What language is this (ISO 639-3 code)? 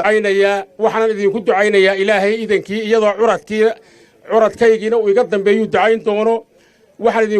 som